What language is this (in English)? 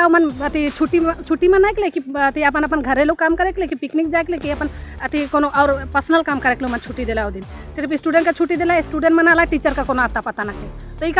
Sadri